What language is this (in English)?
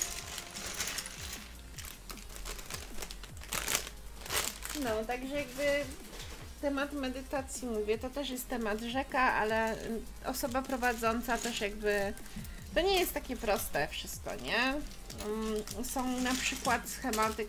Polish